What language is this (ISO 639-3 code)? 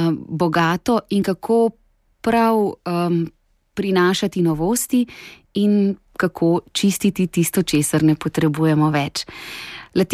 slv